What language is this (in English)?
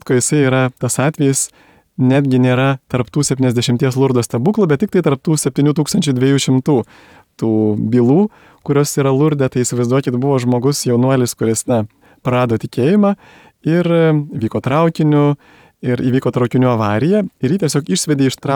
Lithuanian